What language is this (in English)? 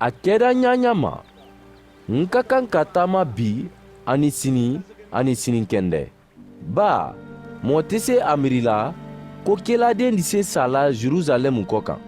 Mandingo